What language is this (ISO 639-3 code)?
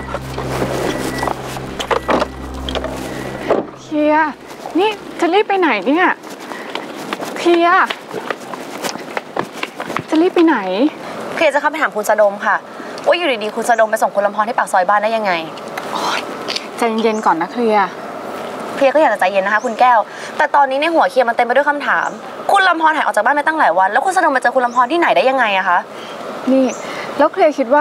tha